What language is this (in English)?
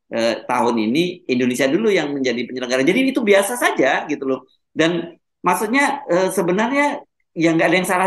Indonesian